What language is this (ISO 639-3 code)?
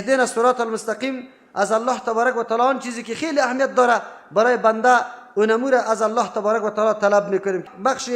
fas